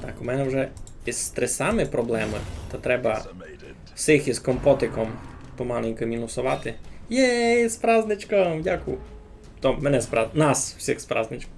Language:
Rusyn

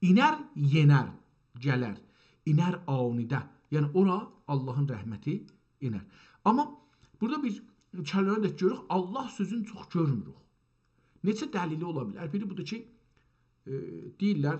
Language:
South Azerbaijani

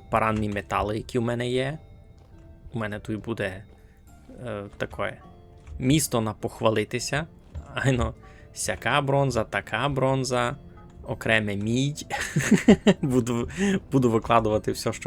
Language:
Rusyn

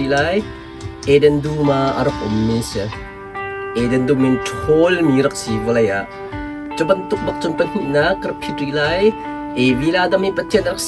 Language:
Hakha Chin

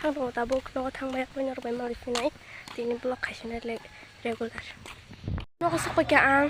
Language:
Kok Borok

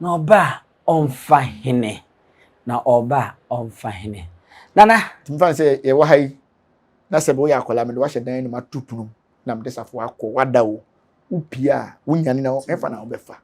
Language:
Akan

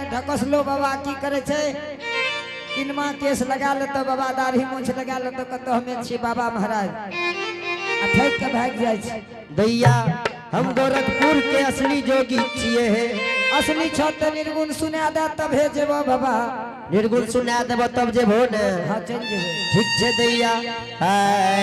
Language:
Angika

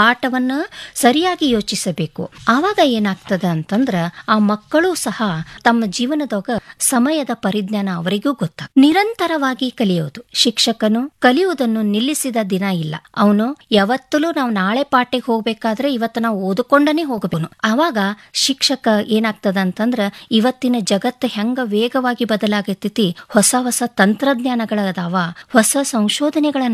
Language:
Kannada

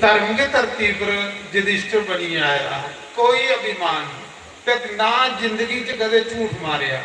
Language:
Dogri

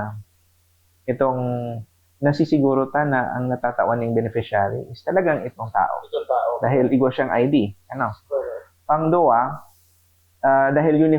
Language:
Bikol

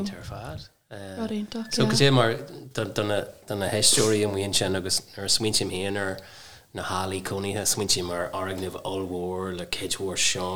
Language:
Irish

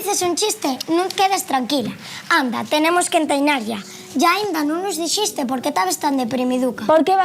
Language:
Asturian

